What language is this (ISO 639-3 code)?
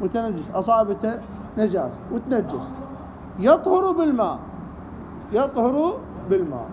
acm